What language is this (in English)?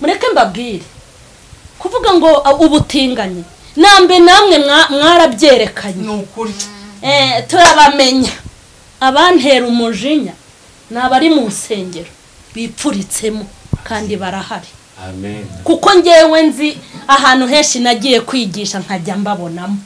Kinyarwanda